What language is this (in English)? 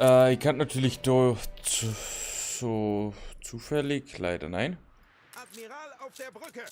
Bavarian